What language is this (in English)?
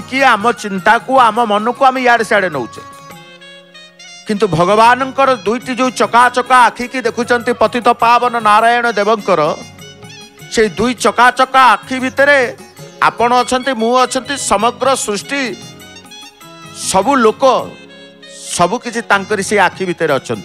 Odia